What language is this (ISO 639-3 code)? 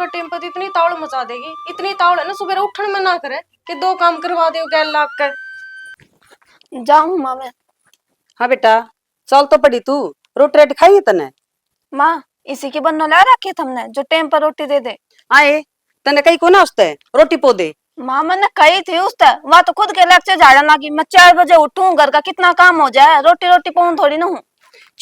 bgc